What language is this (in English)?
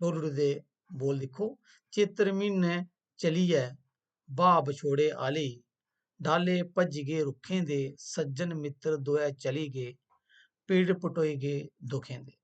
Dogri